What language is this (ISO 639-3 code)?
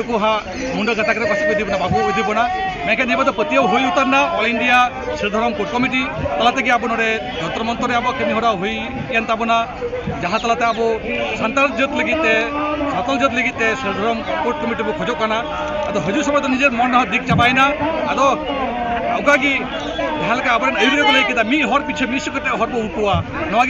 sat